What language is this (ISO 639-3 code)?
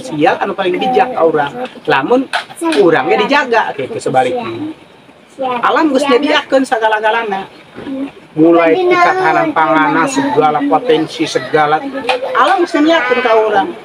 sun